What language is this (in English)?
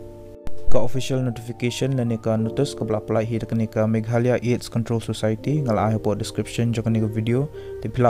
Khasi